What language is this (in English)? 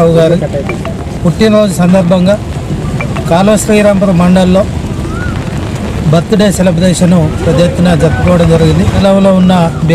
Telugu